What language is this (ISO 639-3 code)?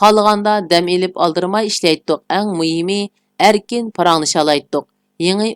uig